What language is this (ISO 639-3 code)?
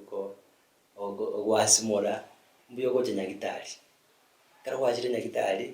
guz